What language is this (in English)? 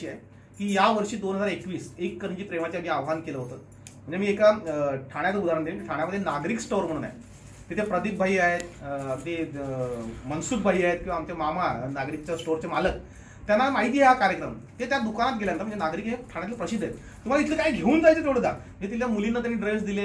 Marathi